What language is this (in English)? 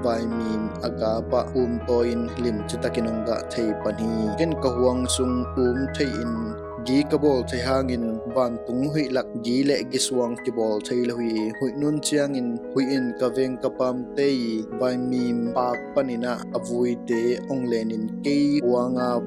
Tedim Chin